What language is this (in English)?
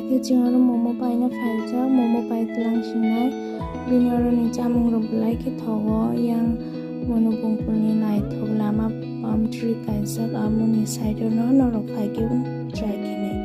Kok Borok